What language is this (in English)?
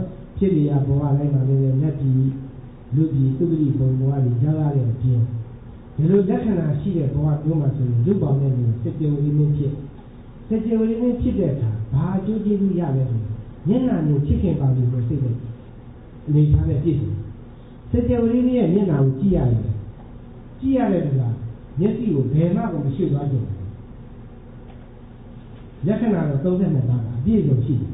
Burmese